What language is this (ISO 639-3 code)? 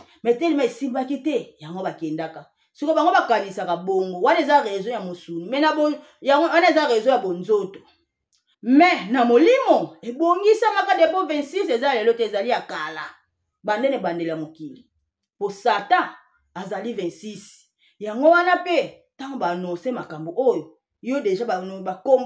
lin